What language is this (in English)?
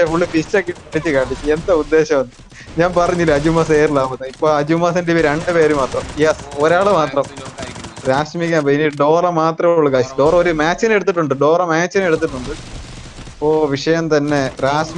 Malayalam